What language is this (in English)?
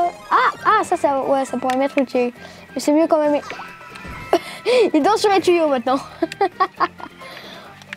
French